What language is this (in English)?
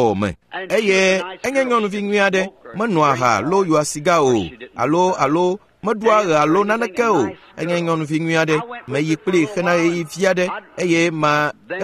Ewe